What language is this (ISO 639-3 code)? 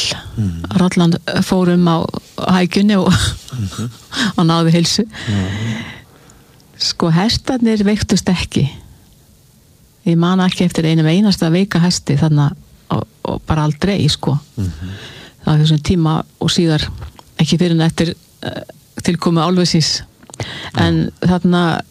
isl